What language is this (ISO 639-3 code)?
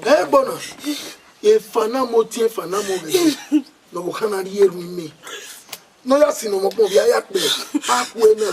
bin